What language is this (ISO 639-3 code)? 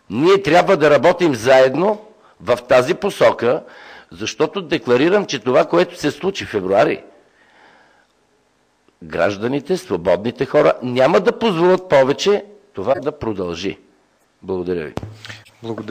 bul